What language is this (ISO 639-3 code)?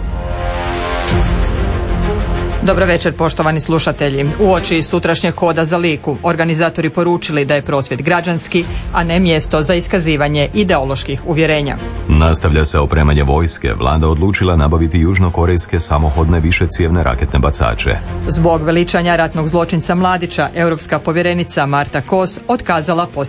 hrv